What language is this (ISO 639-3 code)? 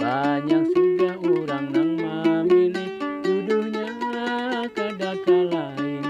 bjn